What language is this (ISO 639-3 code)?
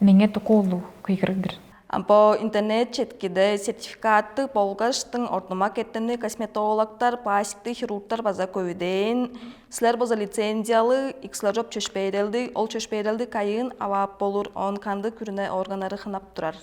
tyv